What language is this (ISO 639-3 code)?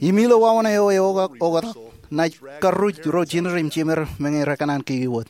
mah